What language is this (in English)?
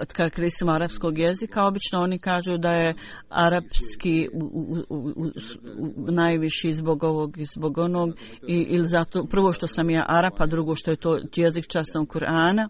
Bosnian